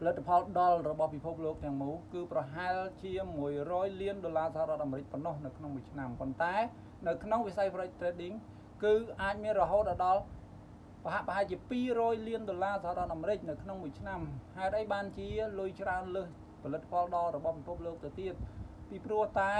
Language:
Khmer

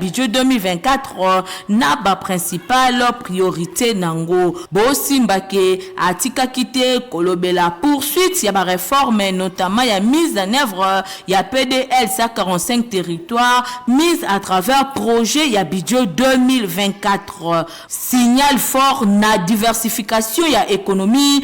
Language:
Lingala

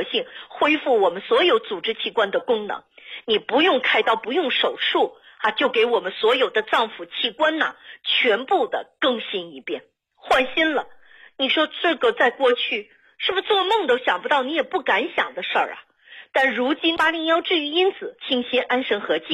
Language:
Chinese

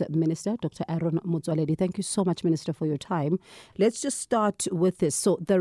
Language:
English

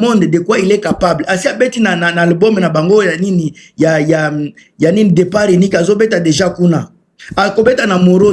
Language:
Lingala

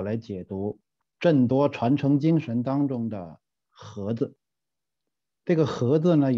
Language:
Chinese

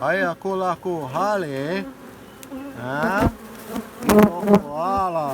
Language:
Hawaiian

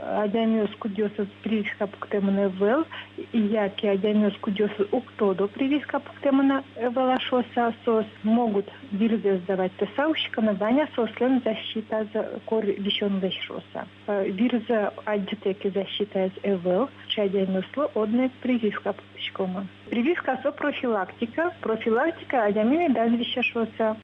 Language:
Udmurt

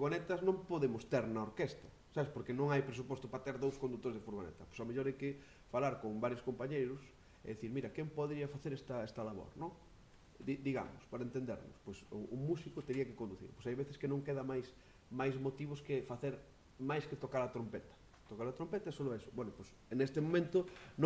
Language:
Galician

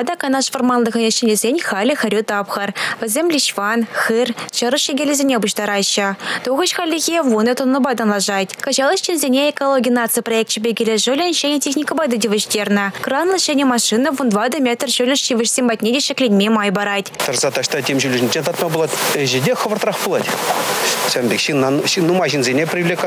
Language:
Chuvash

